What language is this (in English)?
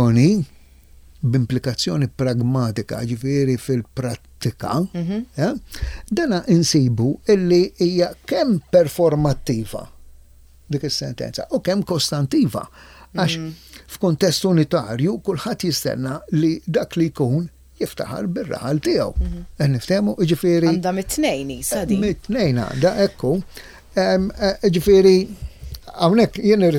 Maltese